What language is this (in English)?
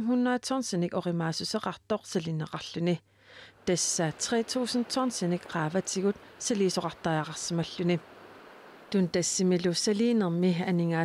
Kalaallisut